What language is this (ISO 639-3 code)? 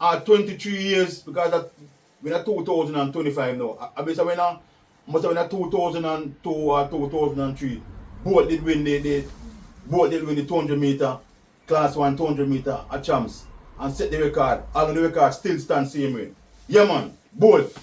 jam